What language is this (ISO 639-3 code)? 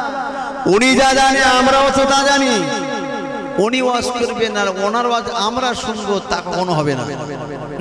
ben